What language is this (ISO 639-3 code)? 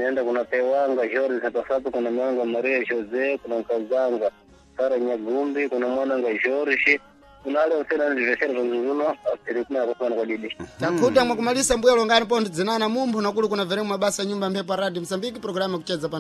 seh